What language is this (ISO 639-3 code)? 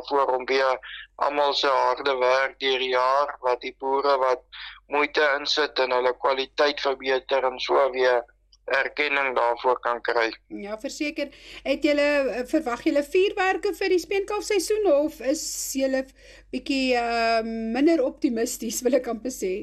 afr